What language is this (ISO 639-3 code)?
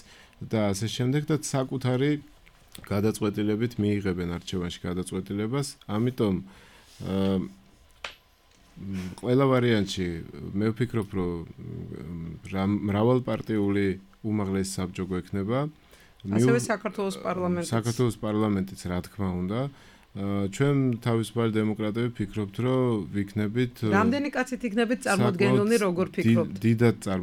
kat